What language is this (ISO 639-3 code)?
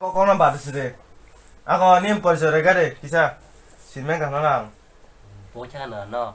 trp